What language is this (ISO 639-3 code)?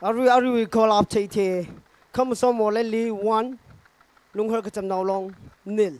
nmf